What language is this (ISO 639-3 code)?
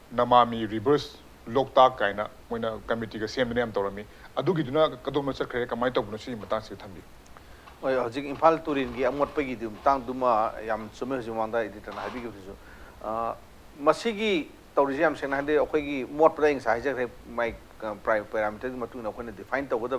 mni